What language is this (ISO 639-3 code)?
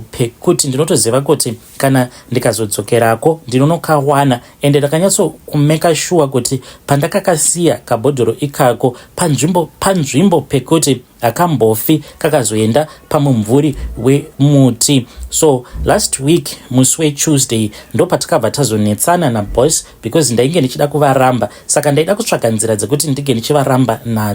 sna